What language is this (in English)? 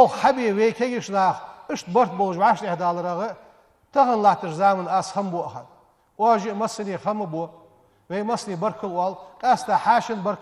Ingush